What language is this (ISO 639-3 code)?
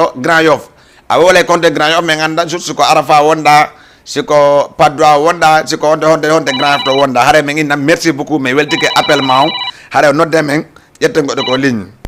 ful